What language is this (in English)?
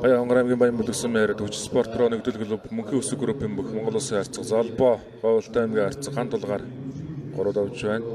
Mongolian